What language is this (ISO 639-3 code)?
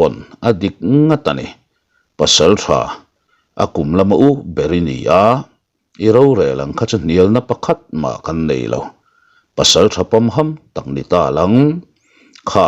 lus